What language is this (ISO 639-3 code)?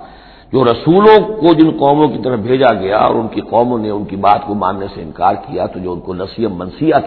urd